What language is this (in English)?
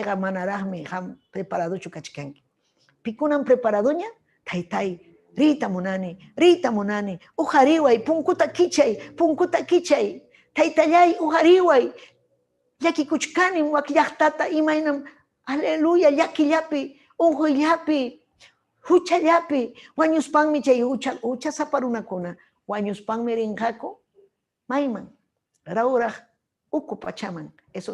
Ayacucho Quechua